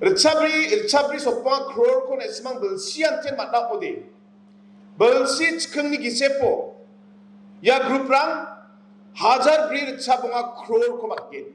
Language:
Garo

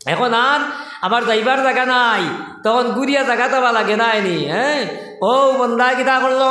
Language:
Sylheti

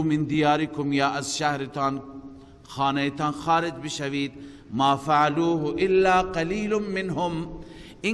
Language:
Persian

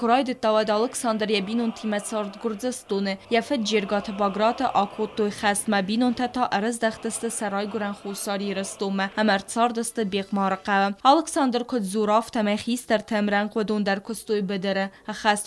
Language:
Ossetic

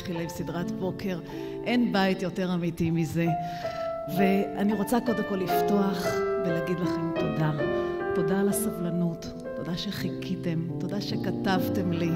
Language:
Hebrew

